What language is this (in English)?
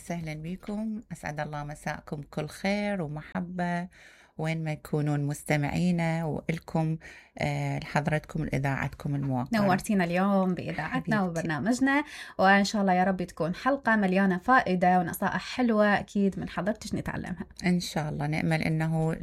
Mesopotamian Arabic